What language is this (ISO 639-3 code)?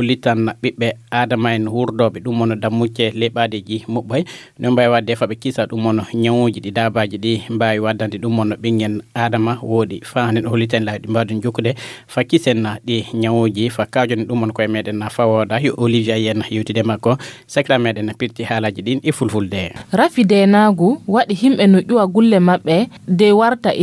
ful